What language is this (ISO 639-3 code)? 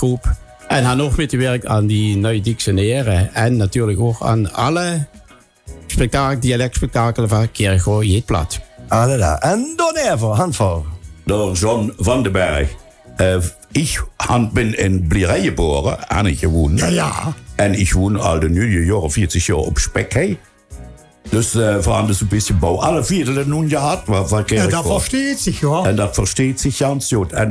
lim